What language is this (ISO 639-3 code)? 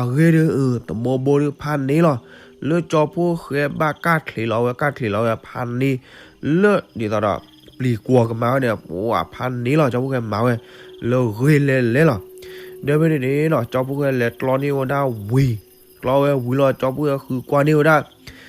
ksw